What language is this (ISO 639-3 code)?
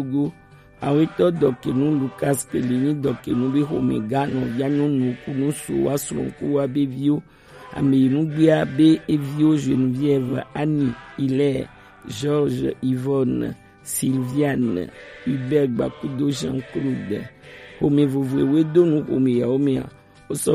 gej